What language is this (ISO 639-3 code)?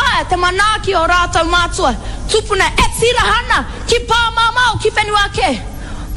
mri